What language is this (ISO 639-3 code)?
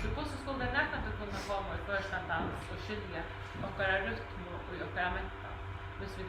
fao